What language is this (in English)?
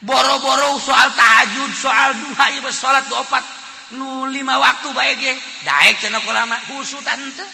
Sundanese